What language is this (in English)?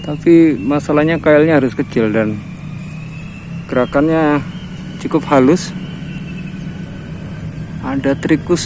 Indonesian